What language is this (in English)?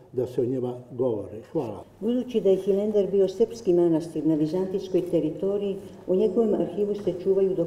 Serbian